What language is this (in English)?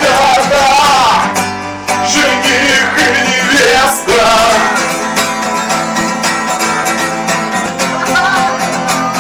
Russian